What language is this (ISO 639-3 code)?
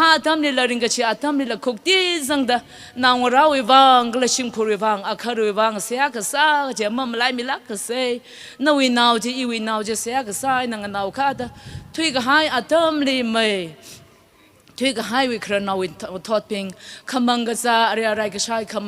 nmf